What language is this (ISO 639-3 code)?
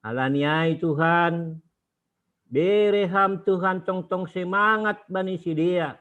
bts